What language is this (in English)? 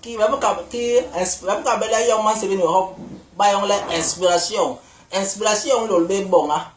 Basaa